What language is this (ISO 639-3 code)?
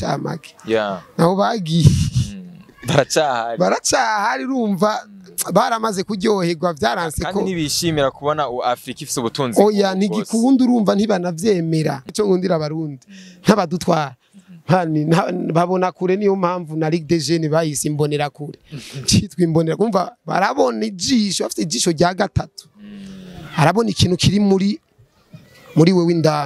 run